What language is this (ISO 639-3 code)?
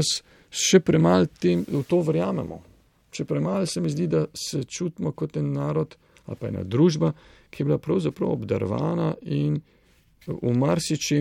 slv